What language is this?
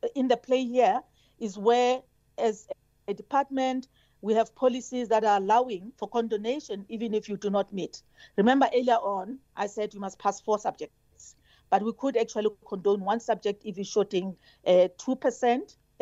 English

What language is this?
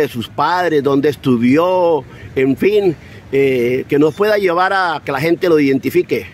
Spanish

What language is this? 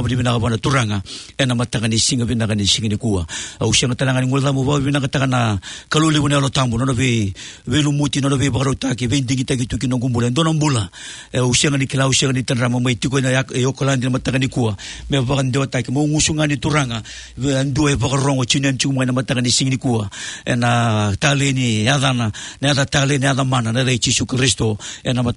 Fijian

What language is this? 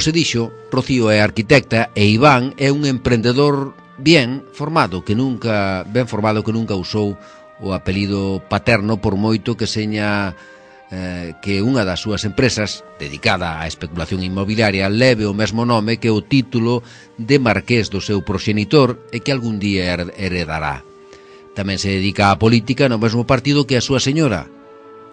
Galician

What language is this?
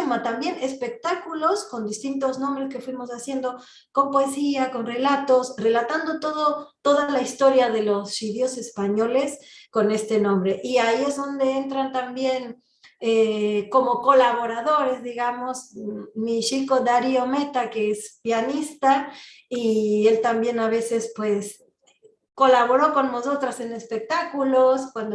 Ladino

